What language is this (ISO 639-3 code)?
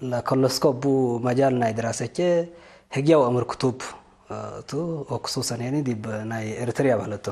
tig